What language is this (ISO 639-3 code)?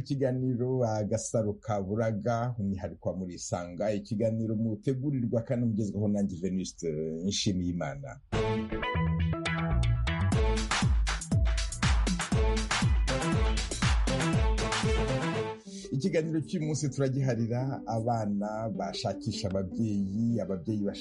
kin